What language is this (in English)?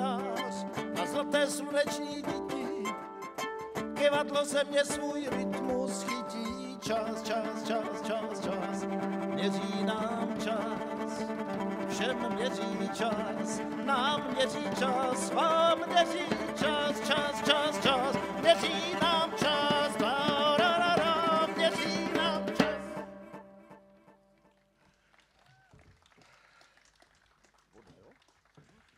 Czech